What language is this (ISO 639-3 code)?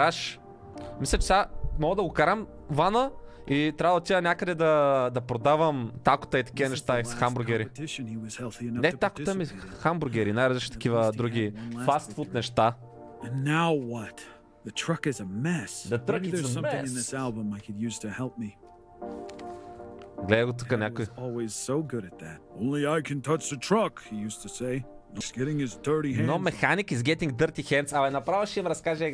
bul